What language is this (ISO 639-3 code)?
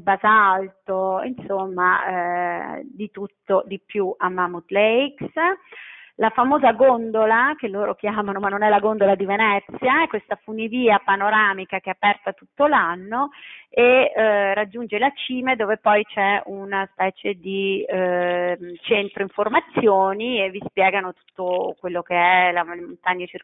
ita